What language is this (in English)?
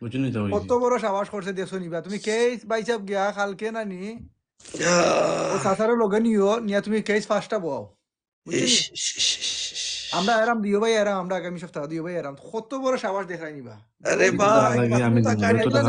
Sylheti